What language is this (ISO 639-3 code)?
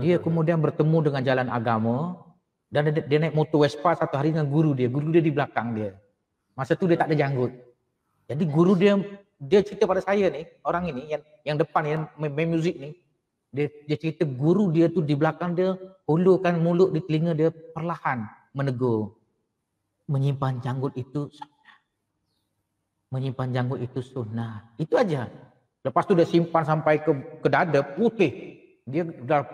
msa